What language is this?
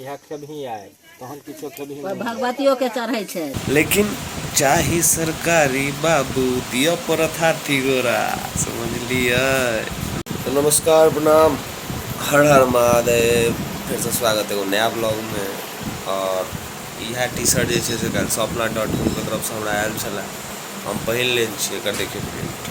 Maithili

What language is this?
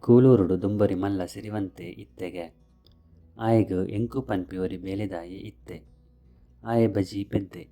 Tulu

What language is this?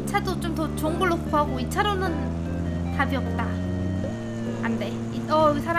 Korean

